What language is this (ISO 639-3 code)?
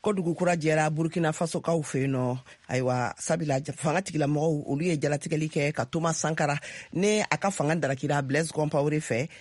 bam